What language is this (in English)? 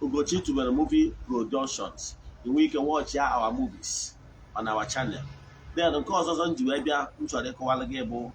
Igbo